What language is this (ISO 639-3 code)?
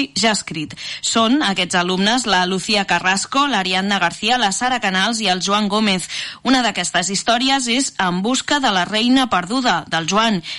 cat